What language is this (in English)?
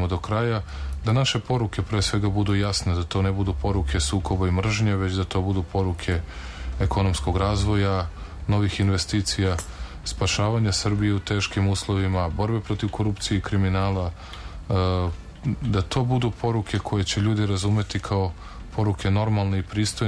Serbian